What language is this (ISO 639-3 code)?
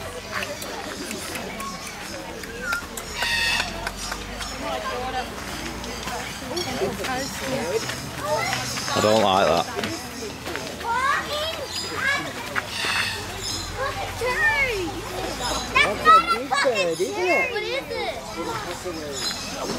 eng